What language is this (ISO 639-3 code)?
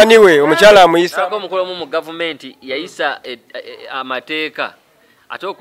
lug